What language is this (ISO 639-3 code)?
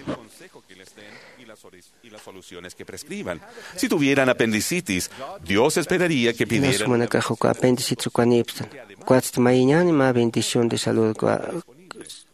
aym